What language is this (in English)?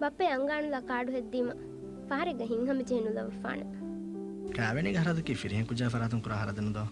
Divehi